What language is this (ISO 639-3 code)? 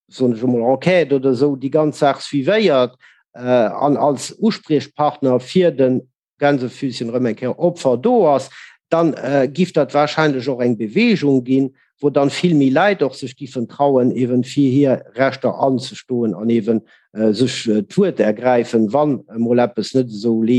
ltz